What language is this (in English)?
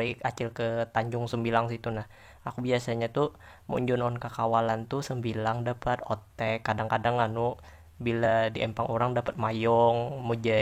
Banjar